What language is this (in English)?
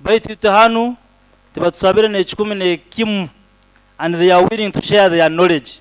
Nyoro